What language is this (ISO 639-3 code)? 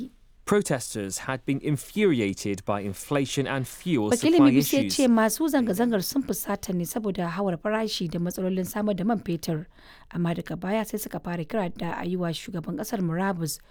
hau